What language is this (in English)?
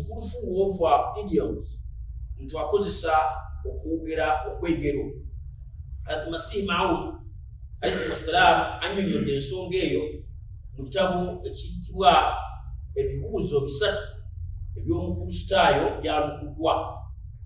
Ganda